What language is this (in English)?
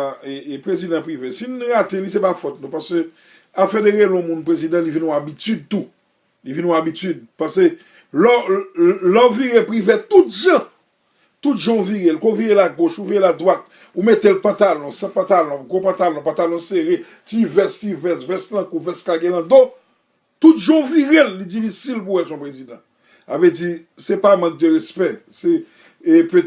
Haitian Creole